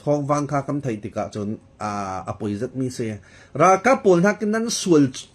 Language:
Falam Chin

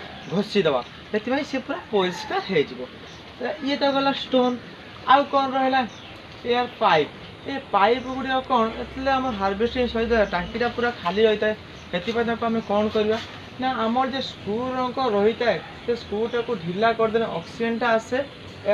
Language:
Odia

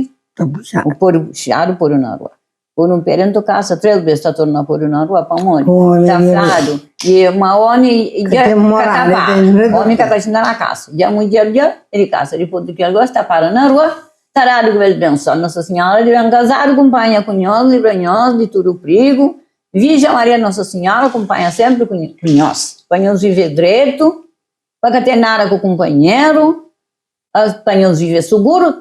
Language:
Kabuverdianu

